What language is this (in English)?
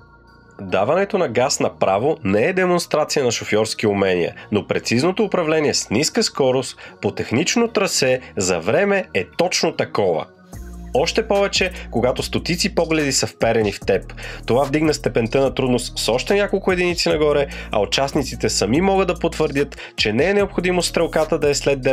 Bulgarian